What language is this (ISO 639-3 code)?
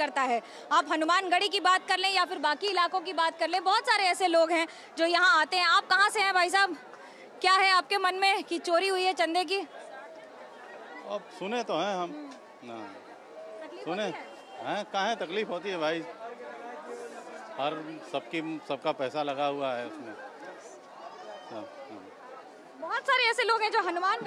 hin